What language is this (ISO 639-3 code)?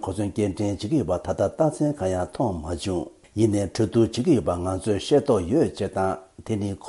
bod